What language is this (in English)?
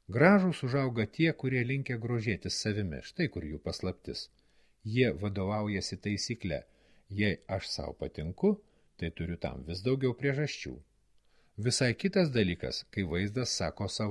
Lithuanian